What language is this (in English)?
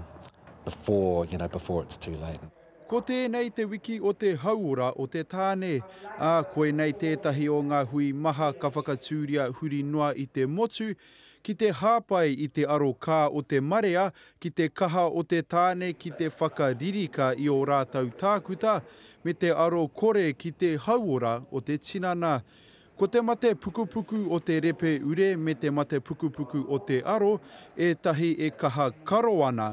Māori